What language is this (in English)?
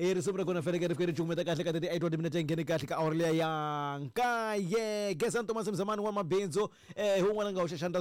Tsonga